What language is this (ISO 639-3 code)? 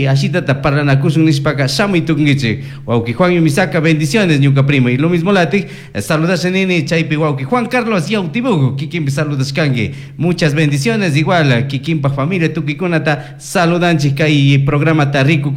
qug